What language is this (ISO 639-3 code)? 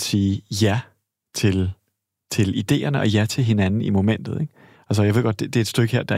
dan